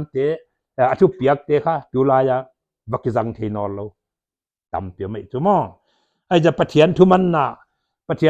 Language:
Paite Chin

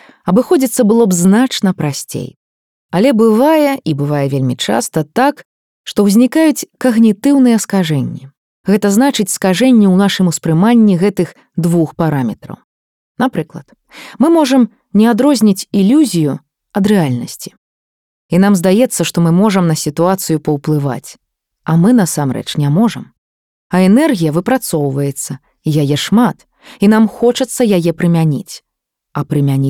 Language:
Belarusian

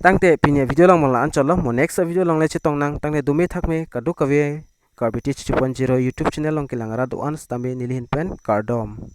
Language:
Karbi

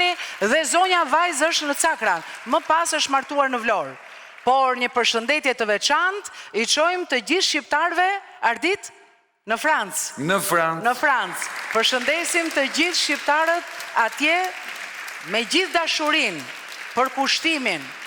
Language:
Albanian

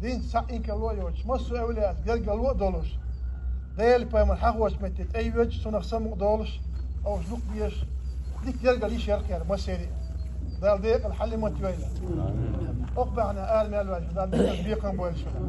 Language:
Chechen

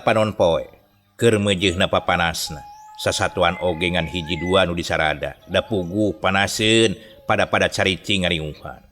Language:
Sundanese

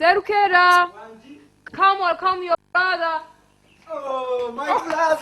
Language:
Nyoro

